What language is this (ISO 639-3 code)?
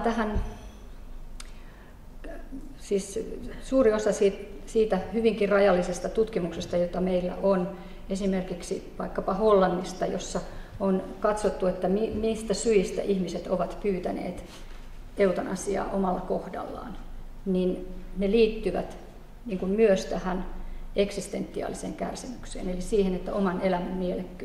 fin